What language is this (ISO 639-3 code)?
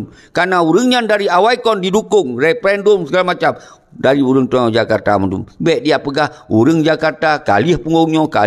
ace